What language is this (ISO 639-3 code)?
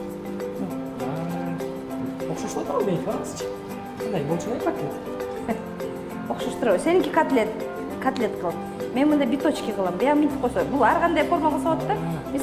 kir